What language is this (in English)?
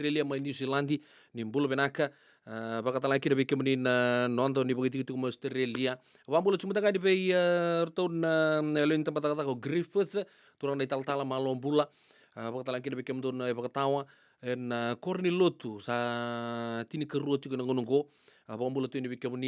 Fijian